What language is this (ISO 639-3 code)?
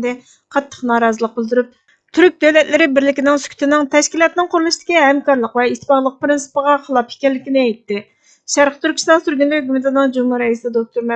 uig